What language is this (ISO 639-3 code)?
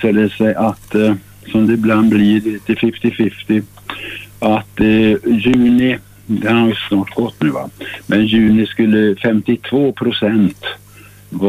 swe